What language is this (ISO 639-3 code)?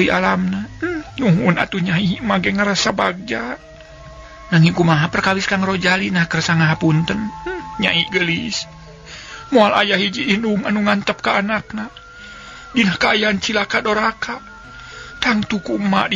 sun